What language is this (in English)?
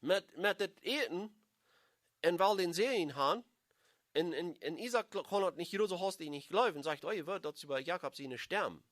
Plautdietsch